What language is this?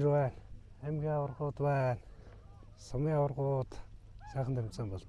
Mongolian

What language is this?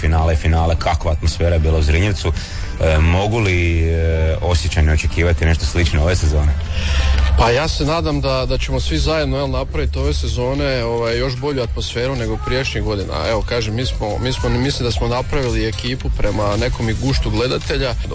Croatian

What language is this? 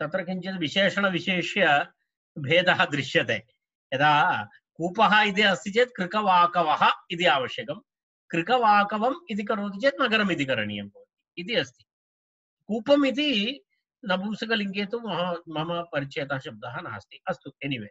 Sanskrit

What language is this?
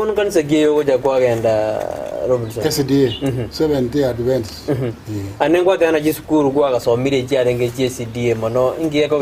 Gusii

